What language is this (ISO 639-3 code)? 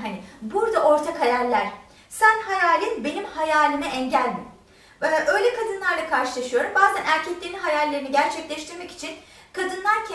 tur